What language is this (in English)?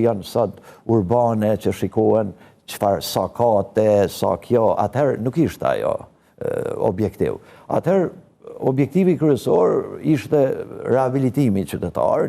Albanian